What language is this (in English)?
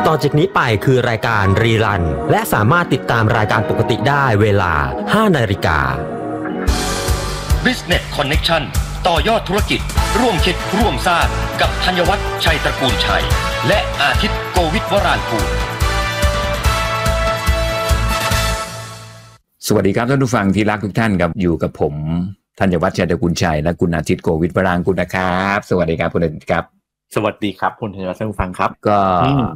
Thai